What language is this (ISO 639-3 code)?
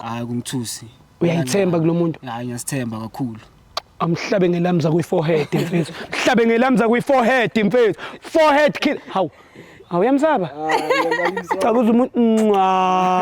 zul